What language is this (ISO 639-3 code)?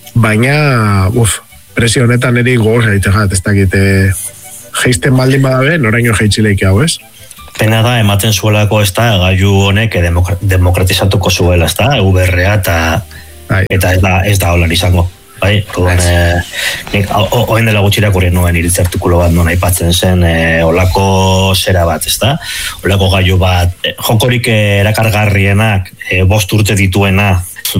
eus